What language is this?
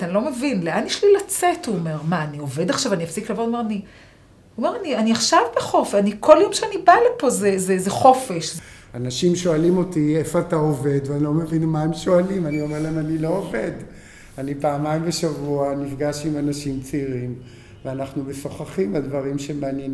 Hebrew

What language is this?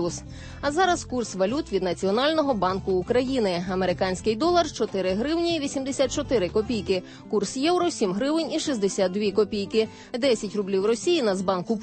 Ukrainian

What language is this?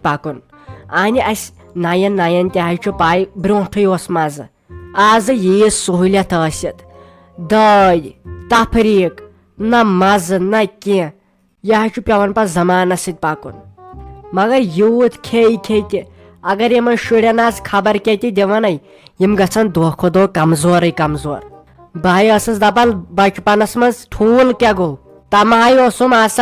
Kashmiri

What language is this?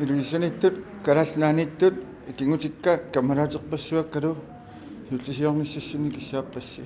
Kalaallisut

